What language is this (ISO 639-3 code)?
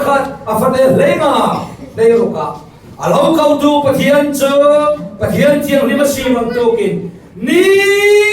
cfm